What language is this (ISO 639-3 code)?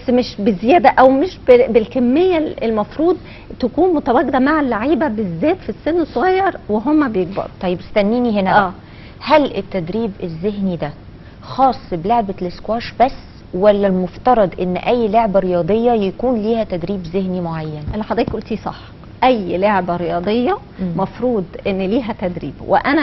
arz